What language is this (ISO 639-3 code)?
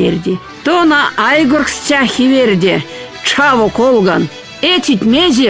myv